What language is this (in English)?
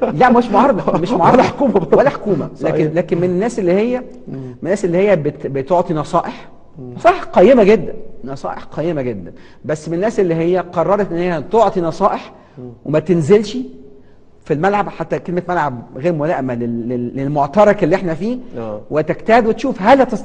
Egyptian Arabic